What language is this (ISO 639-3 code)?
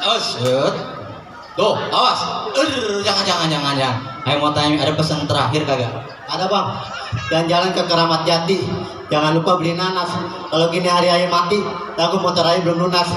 bew